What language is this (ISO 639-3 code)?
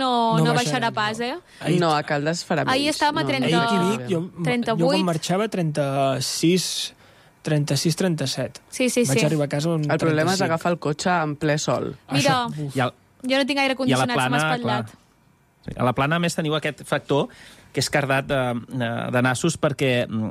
cat